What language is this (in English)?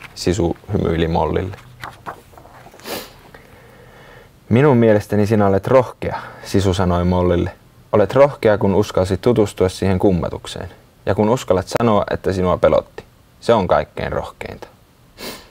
Finnish